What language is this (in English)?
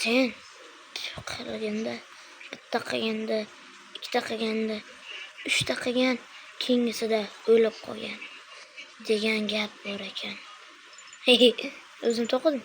Uzbek